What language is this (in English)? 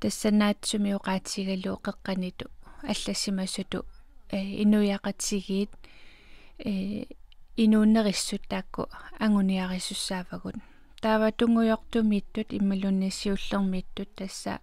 Kalaallisut